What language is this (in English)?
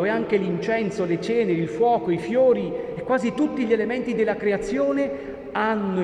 Italian